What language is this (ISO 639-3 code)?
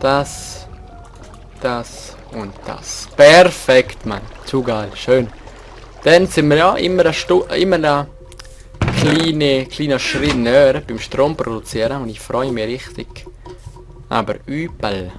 gsw